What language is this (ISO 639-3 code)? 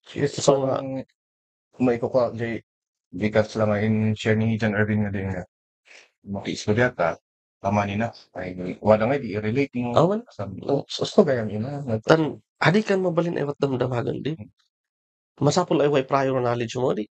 kne